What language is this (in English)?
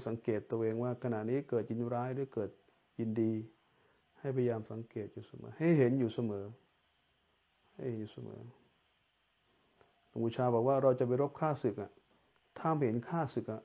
Thai